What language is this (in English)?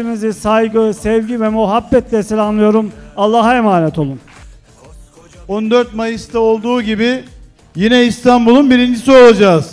Turkish